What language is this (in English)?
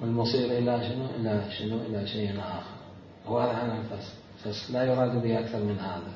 Mesopotamian Arabic